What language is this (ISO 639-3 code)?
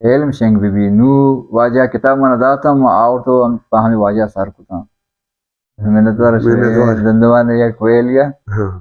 bal